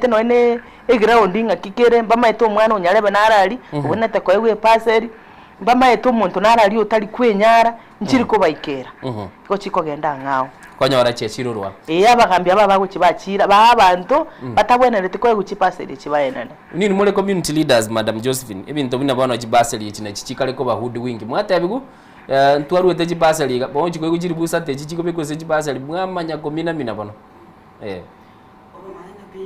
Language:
Gusii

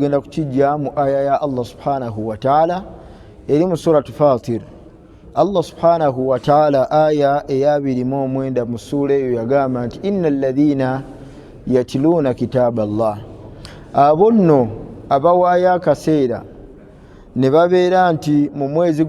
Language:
Ganda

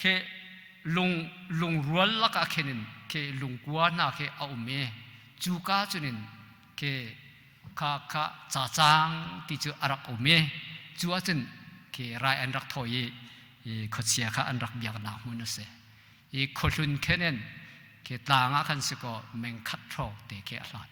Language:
Hakha Chin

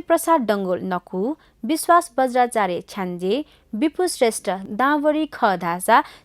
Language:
Newari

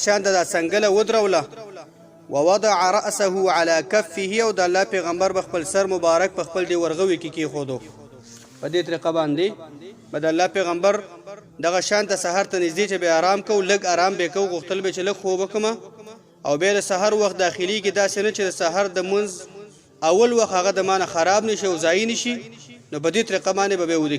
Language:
Pashto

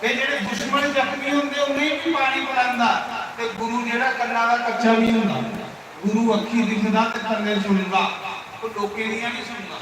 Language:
Dogri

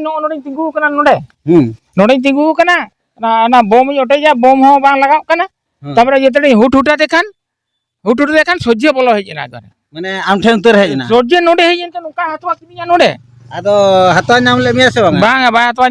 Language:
Santali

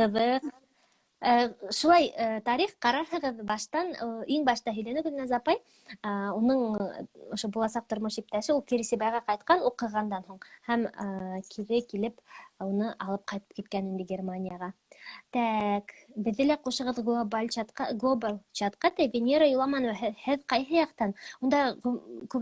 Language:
Bashkir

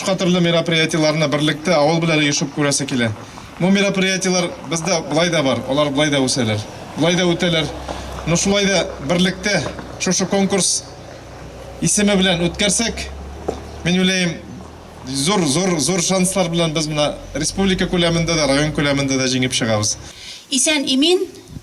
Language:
Tatar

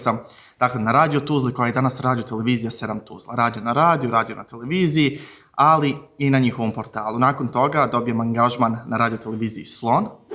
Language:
Bosnian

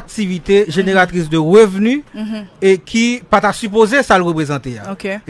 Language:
Haitian Creole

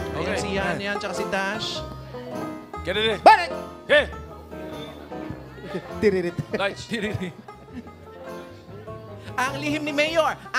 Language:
Filipino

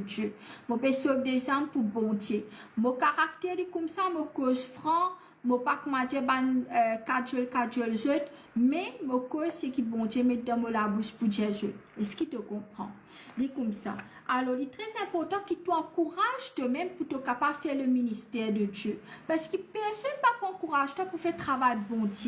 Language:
Morisyen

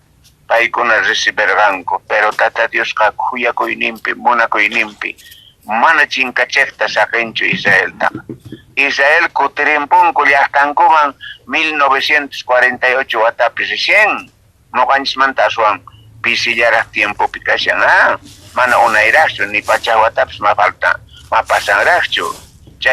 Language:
South Bolivian Quechua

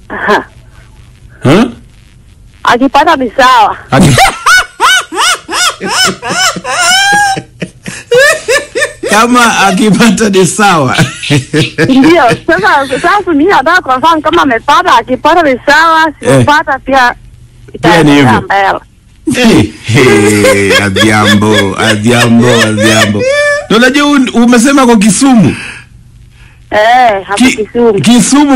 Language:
Swahili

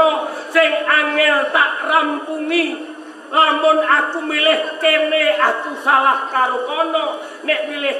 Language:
Javanese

